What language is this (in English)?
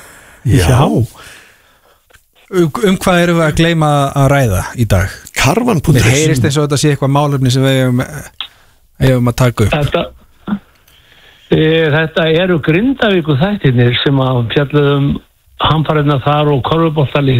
Icelandic